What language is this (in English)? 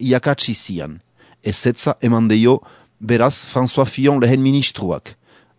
Basque